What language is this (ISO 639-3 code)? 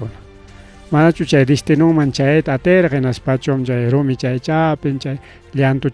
quy